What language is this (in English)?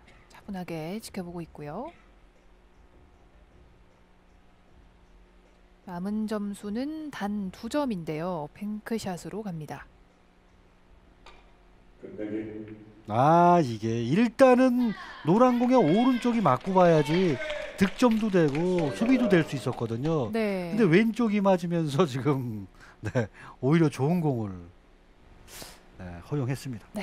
Korean